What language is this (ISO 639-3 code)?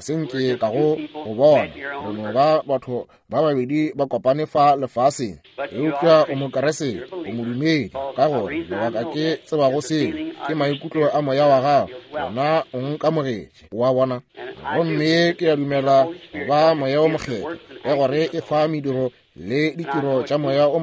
nso